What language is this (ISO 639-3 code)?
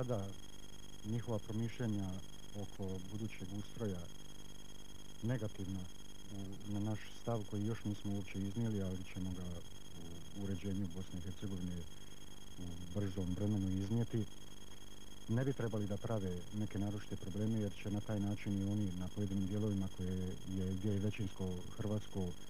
hrv